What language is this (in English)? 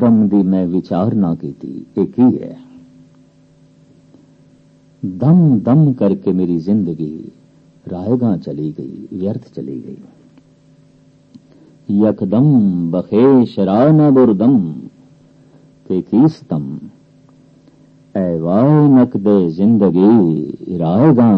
Punjabi